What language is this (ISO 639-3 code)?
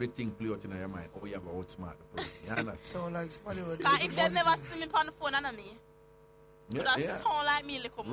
jam